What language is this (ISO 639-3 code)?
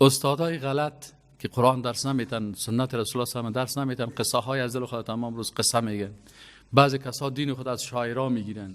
fas